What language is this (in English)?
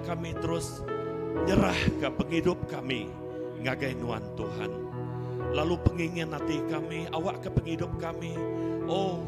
Iban